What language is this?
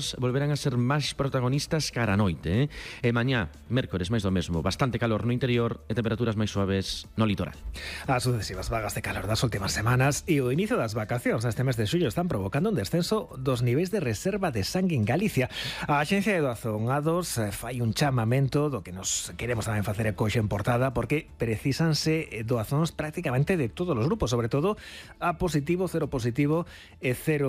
Galician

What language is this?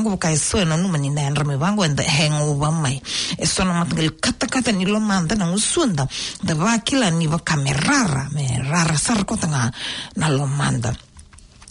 Fijian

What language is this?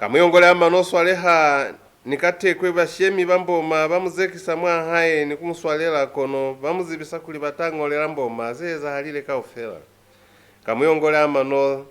Lozi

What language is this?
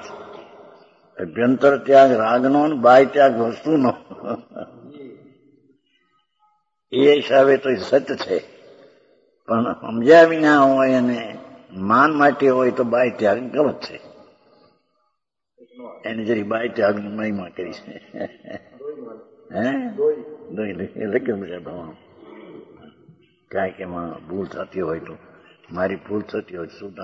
Gujarati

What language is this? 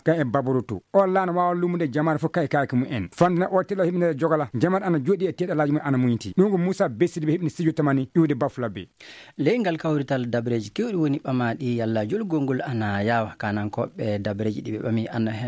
Fula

